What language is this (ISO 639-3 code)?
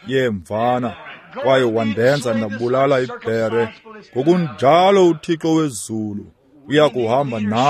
xho